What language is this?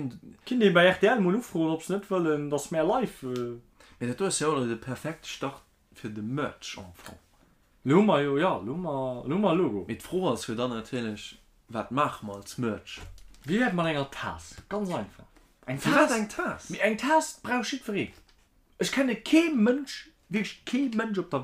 Luxembourgish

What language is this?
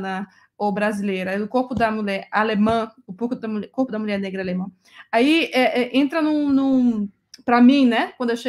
Portuguese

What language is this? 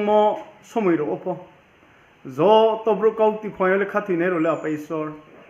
Riang (India)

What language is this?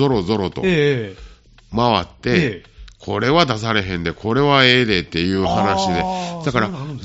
Japanese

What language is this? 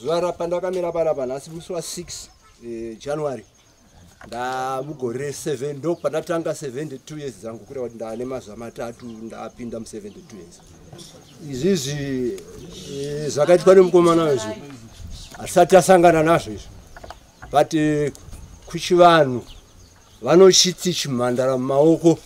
Shona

